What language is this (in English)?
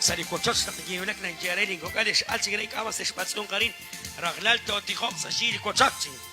Kekchí